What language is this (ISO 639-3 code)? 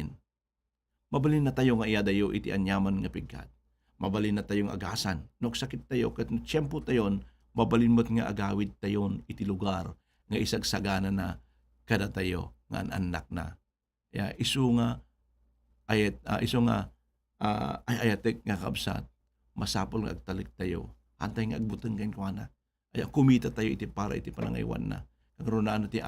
ilo